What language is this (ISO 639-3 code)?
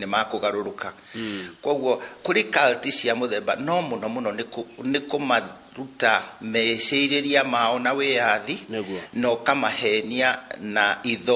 kik